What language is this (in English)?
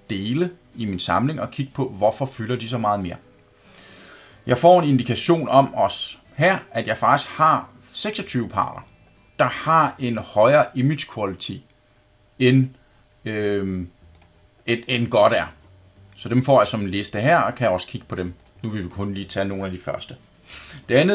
Danish